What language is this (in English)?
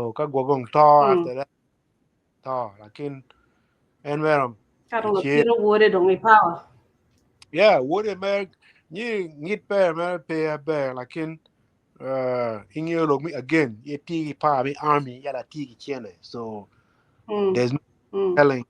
Acoli